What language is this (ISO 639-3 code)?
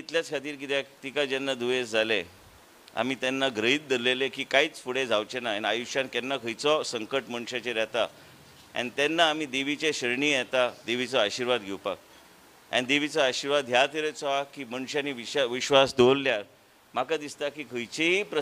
kok